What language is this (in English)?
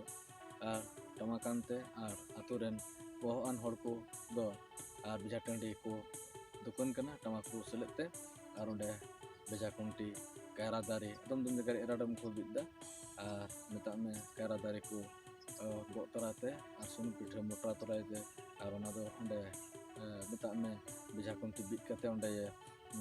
Santali